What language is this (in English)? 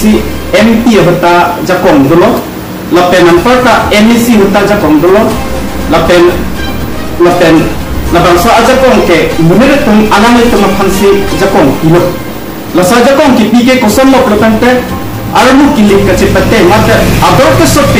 Karbi